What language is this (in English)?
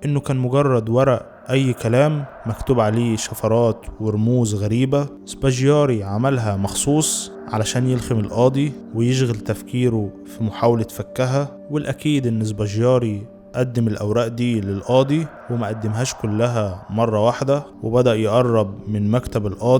Egyptian Arabic